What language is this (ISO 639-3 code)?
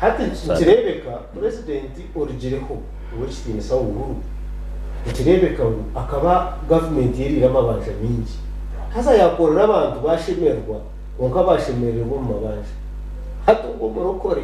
nyn